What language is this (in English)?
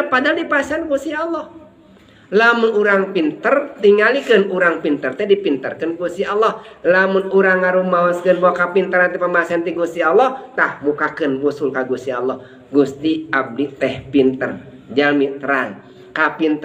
Sundanese